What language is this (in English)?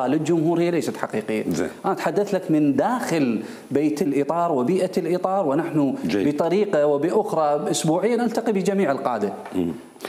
Mesopotamian Arabic